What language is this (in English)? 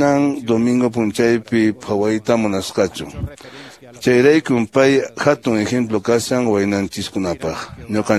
Quechua